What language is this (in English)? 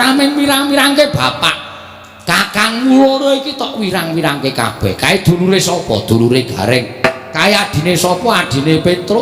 Javanese